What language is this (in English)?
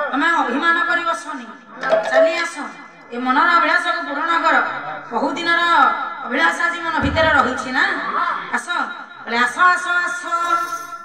Odia